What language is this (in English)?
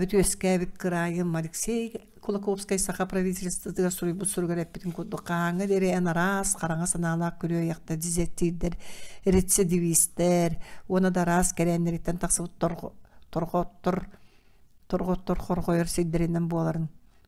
Yakut